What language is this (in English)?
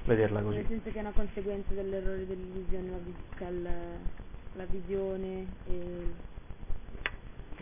Italian